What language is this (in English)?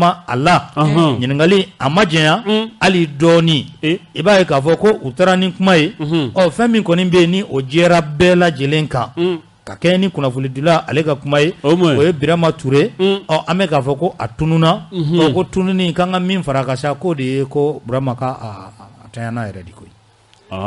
Bambara